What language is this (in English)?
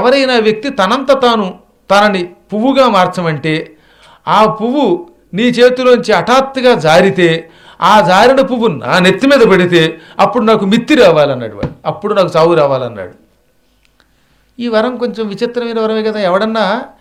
Telugu